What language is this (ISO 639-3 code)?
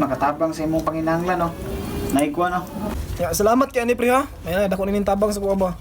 ceb